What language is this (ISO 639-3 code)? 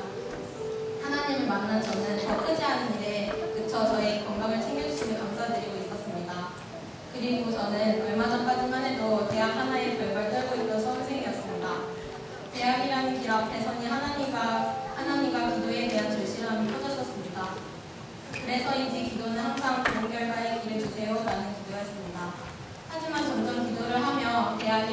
kor